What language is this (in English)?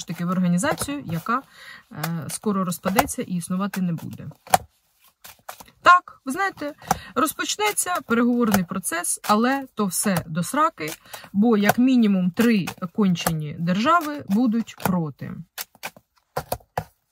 Ukrainian